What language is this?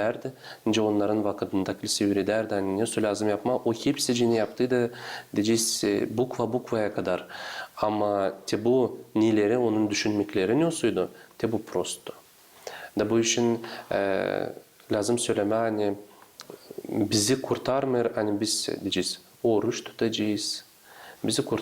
Gagauz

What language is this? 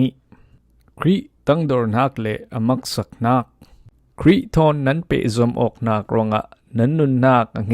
Falam Chin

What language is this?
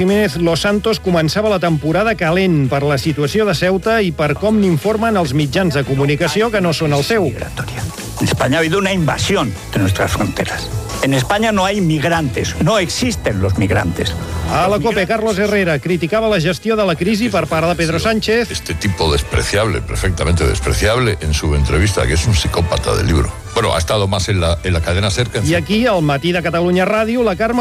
Catalan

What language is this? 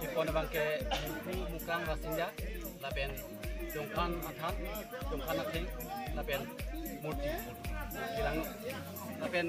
Karbi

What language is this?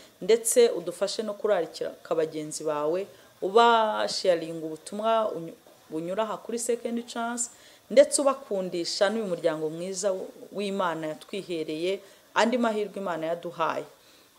Kinyarwanda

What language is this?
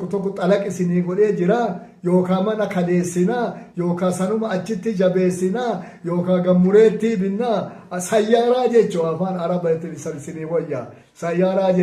Oromo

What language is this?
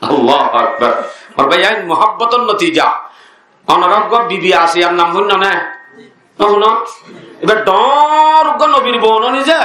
Rohingya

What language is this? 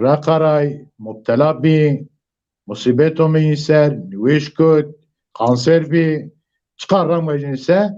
Zaza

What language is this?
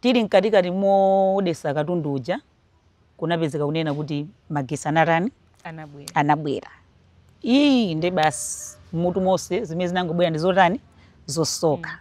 Nyanja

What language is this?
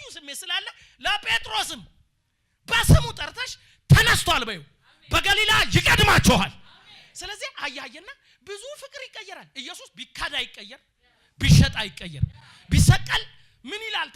Amharic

